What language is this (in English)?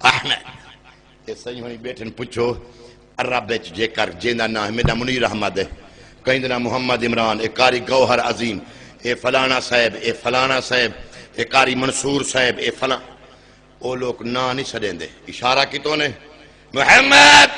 Saraiki